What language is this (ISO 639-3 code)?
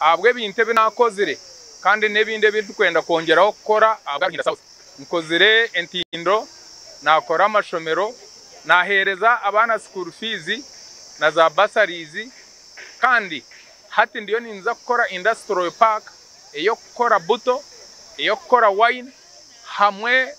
nyn